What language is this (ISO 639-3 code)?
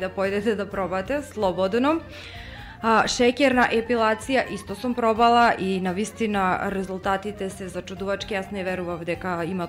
mkd